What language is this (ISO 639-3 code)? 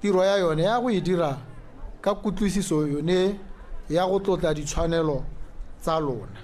tsn